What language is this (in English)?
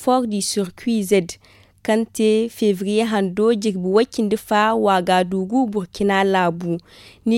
Zarma